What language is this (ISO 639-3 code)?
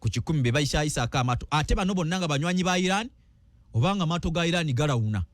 lug